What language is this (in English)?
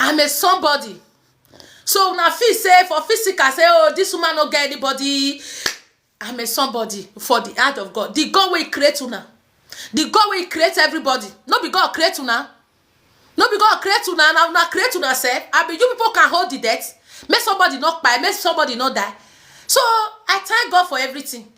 Nigerian Pidgin